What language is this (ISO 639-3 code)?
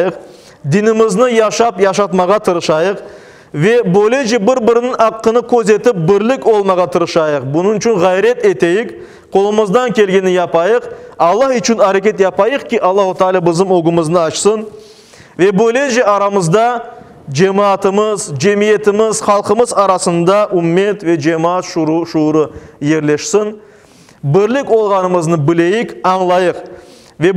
crh